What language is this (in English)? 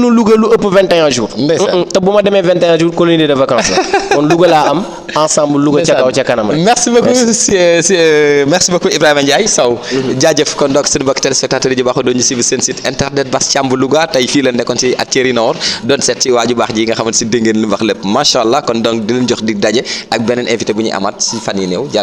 Wolof